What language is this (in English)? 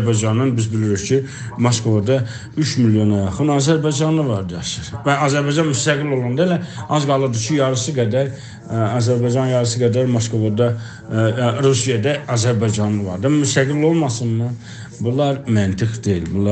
South Azerbaijani